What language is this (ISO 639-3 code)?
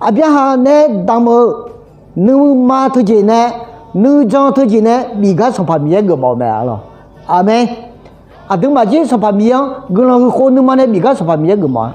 ahk